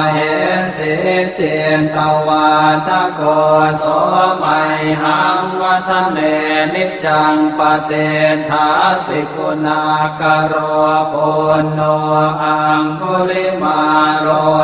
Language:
Pali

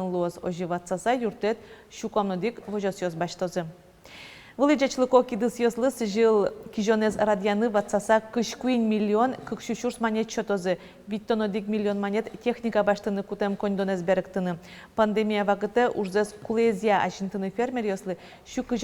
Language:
Udmurt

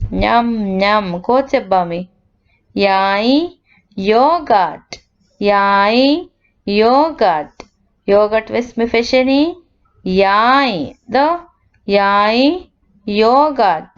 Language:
Divehi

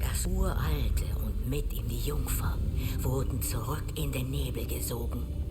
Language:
Bavarian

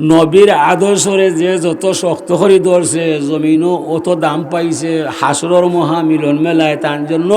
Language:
Sylheti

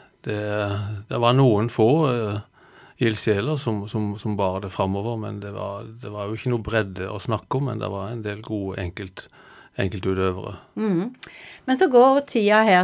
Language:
Norwegian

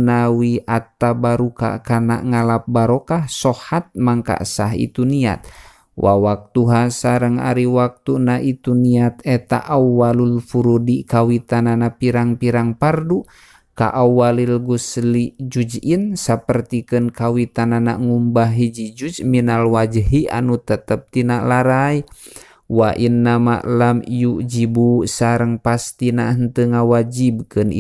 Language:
Sundanese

